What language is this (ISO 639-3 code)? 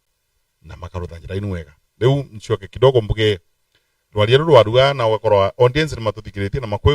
mer